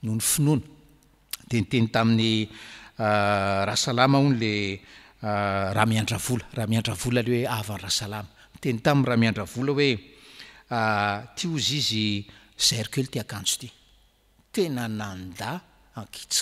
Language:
Malagasy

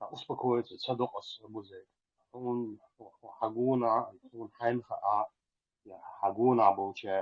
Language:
Chechen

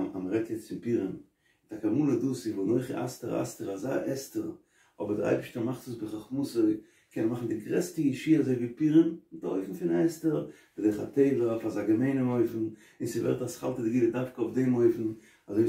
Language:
Yiddish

